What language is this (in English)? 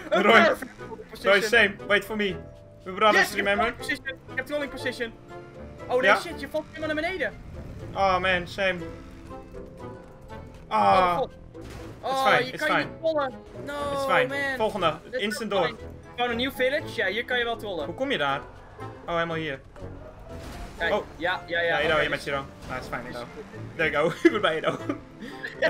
Dutch